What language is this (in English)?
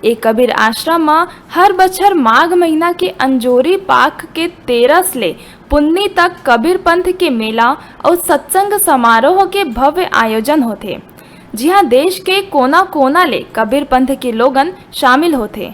Chhattisgarhi